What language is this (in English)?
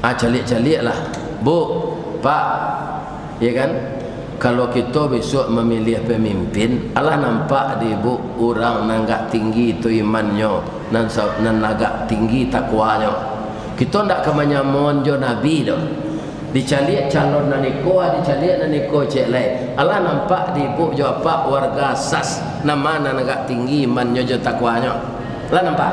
Minangkabau